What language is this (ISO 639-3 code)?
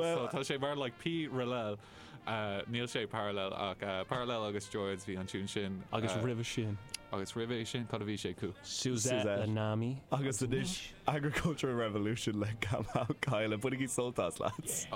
gle